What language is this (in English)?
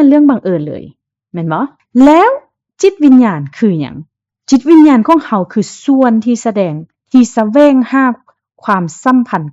Lao